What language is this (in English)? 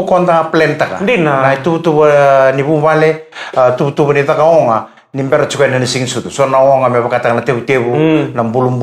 Fijian